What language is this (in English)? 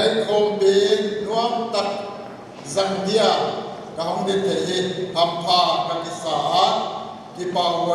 Paite Chin